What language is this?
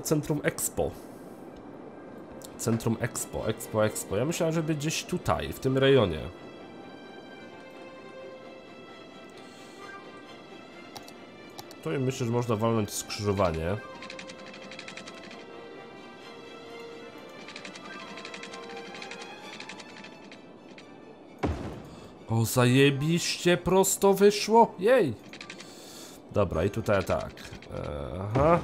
Polish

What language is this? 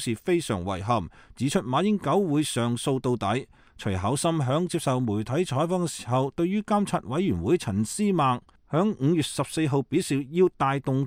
Cantonese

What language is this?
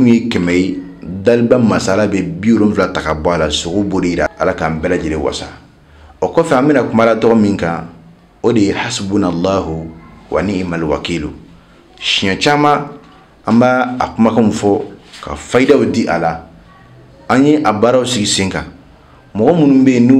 Bambara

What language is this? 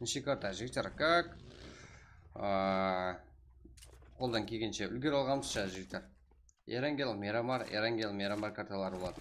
Kara-Kalpak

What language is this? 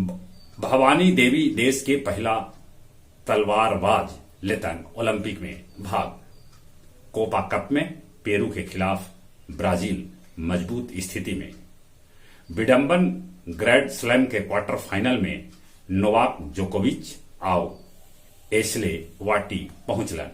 Magahi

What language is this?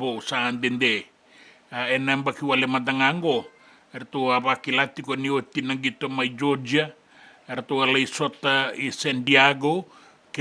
Fijian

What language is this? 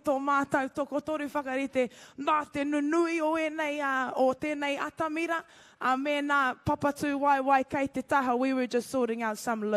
Māori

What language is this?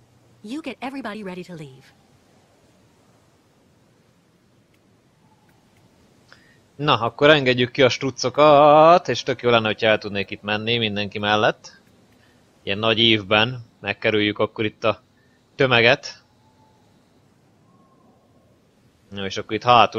Hungarian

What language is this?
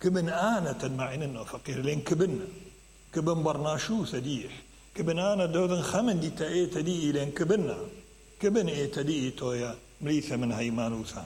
Mesopotamian Arabic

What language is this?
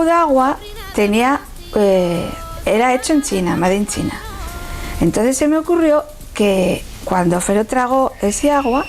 Asturian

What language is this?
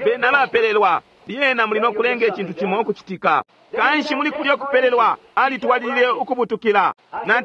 Bemba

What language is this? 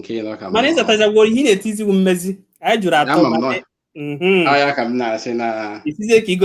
Igbo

